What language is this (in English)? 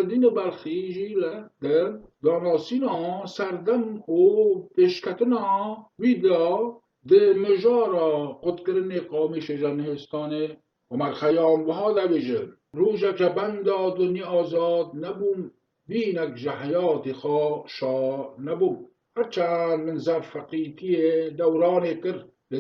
Kurdish